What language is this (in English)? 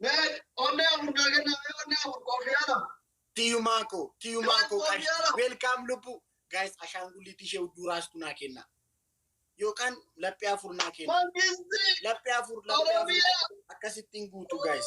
Oromo